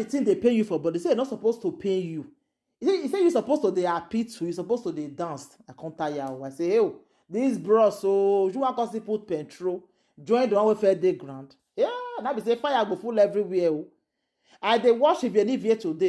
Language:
Nigerian Pidgin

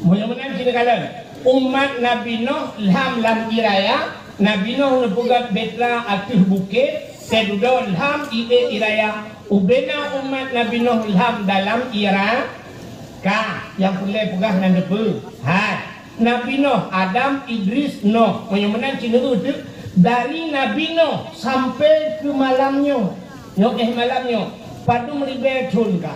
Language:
Achinese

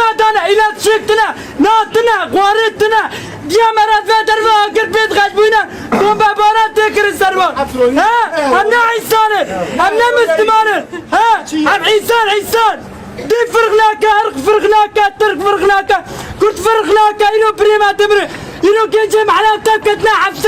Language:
Kurdish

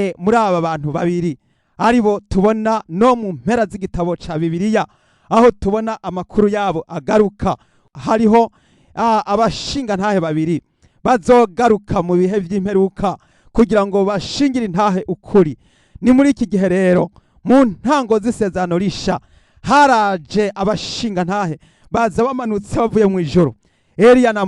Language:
Rundi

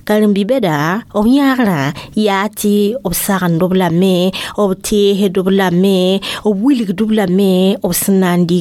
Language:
Mossi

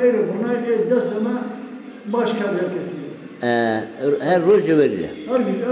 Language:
Zaza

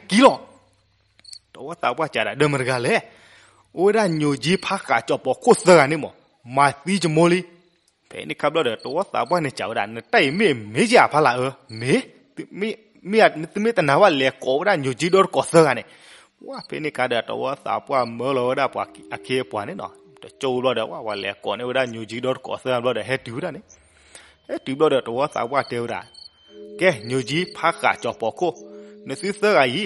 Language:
S'gaw Karen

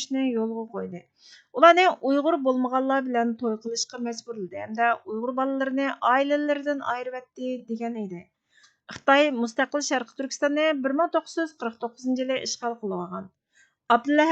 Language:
Uyghur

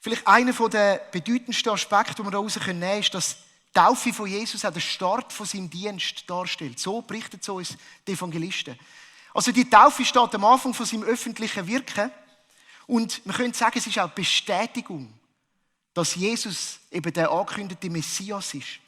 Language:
Swiss German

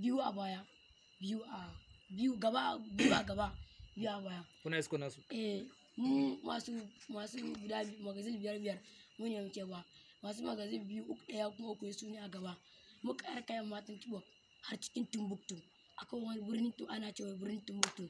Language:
Hausa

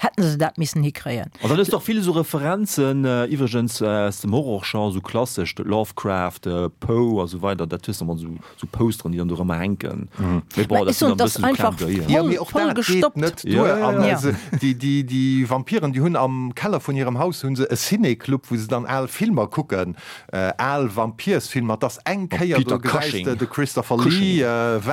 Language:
Luxembourgish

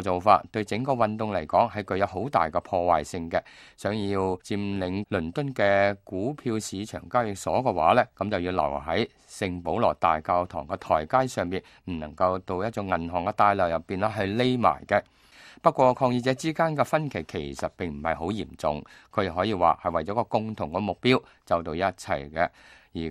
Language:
Cantonese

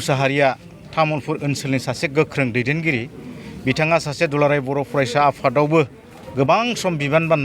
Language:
Bodo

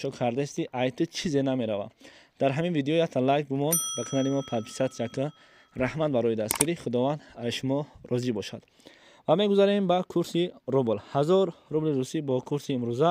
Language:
Tajik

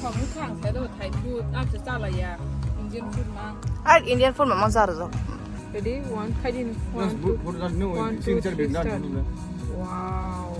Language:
Kok Borok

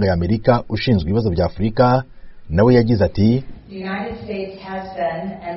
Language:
Kinyarwanda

